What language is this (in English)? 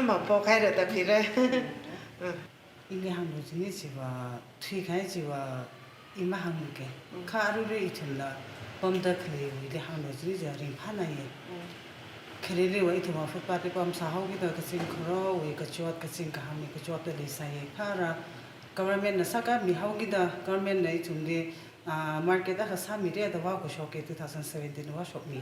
Tangkhul Naga (India)